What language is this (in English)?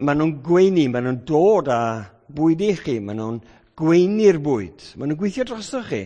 Welsh